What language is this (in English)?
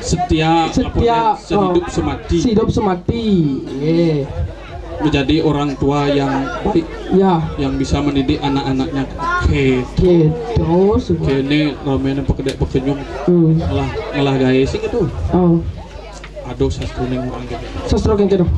Balinese